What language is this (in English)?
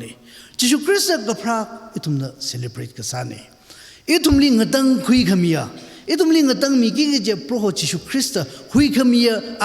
Tangkhul Naga (India)